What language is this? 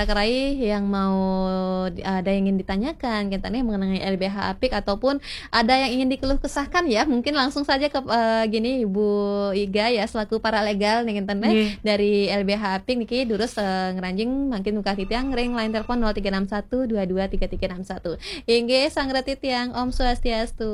Balinese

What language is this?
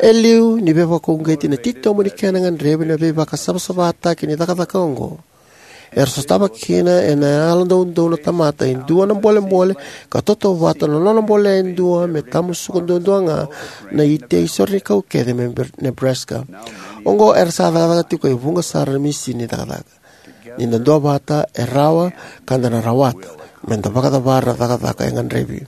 Fijian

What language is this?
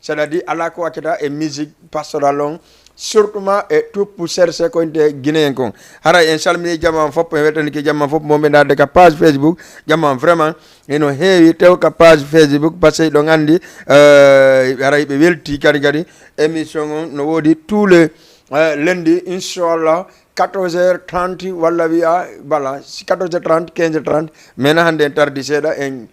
Fula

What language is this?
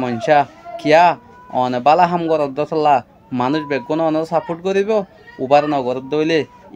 Rohingya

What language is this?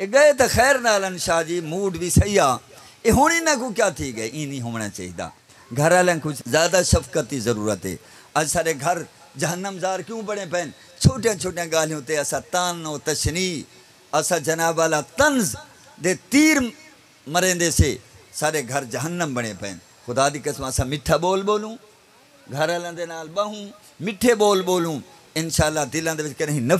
Saraiki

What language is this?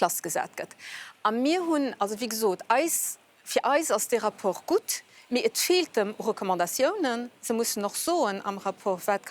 Luxembourgish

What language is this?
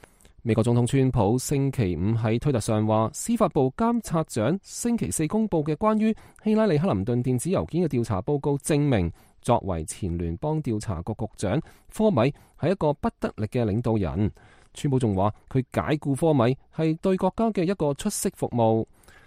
Cantonese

